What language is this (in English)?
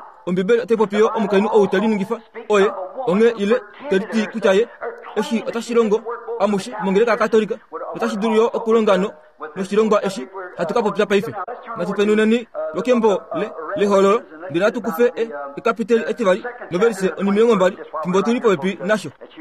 Kuanyama